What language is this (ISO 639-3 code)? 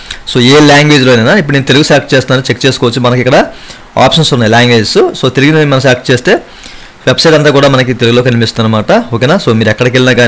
tel